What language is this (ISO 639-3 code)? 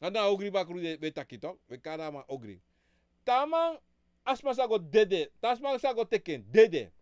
srn